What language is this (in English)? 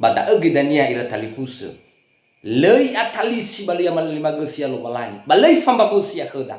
Nias